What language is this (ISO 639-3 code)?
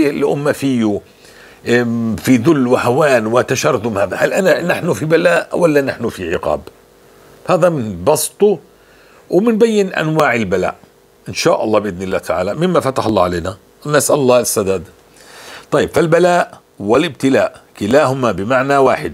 apc